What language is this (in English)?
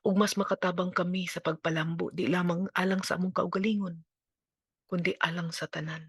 Cebuano